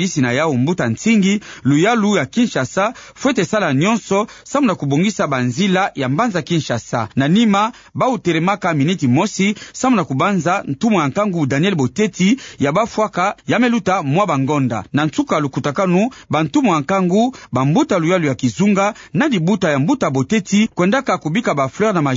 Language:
Kituba (Democratic Republic of Congo)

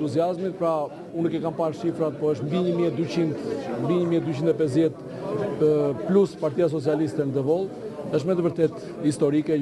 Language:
Albanian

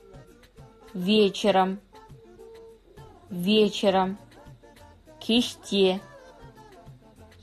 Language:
Kazakh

